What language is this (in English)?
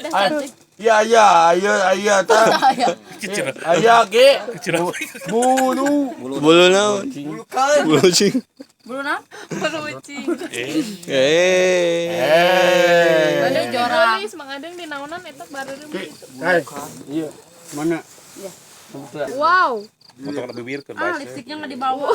Sundanese